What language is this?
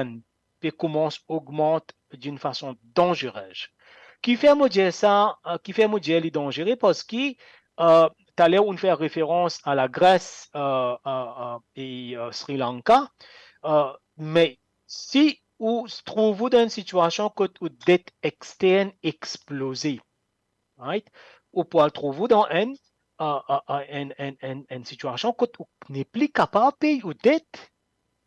Morisyen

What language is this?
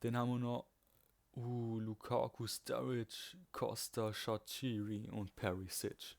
Swiss German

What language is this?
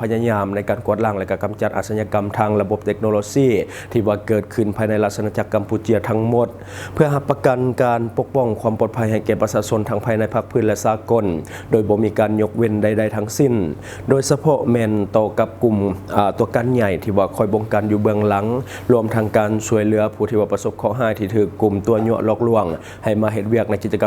Lao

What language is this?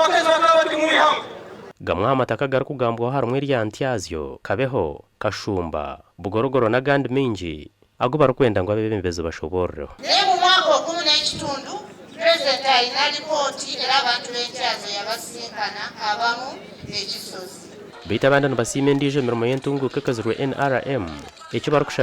Nyankole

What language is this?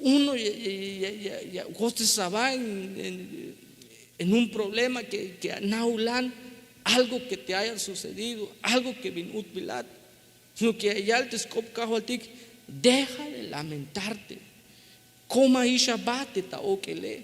Tzeltal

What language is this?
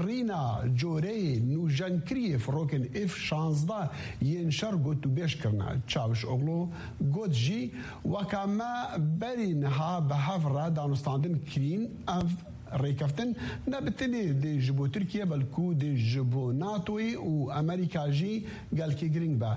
Kurdish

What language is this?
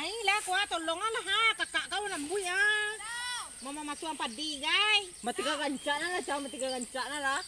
Minangkabau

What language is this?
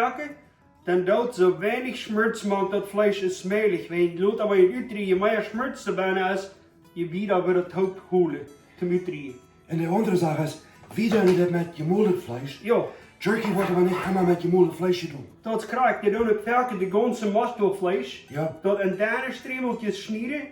Plautdietsch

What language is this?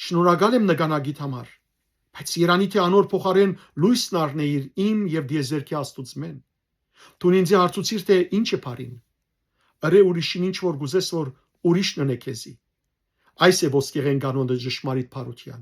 Western Armenian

